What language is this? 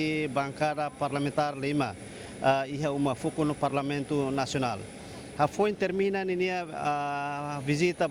Tetum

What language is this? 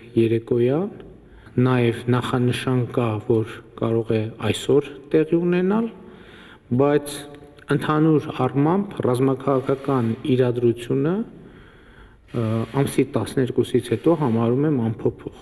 Armenian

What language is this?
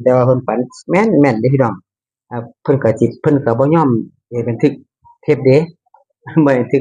Northeastern Thai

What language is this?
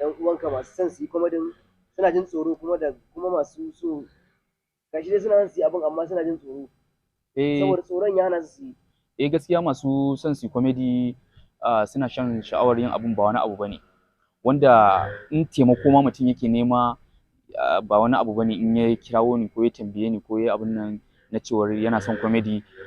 Hausa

